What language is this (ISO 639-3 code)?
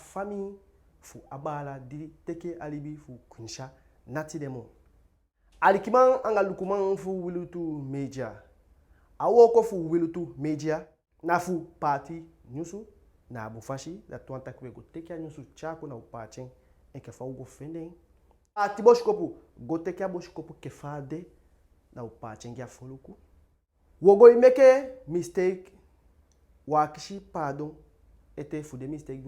djk